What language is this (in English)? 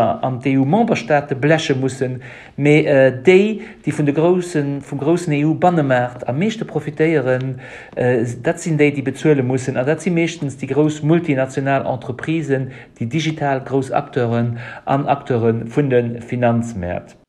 Luxembourgish